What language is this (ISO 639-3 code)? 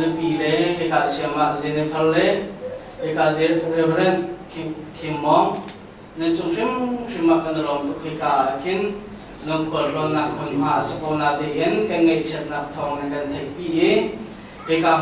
cnh